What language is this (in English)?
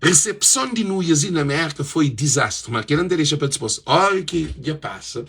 Kabuverdianu